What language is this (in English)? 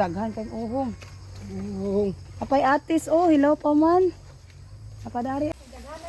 Cebuano